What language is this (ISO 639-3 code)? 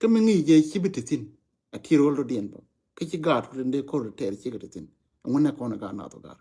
nus